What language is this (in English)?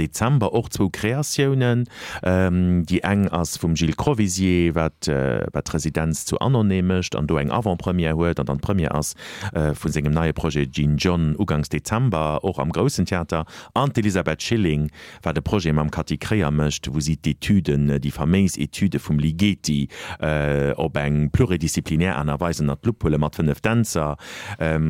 Luxembourgish